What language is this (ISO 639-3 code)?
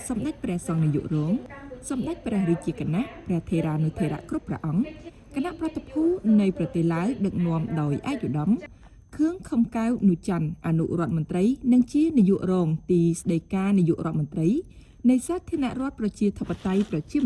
khm